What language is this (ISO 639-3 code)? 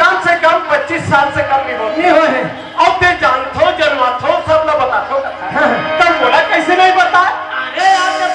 hne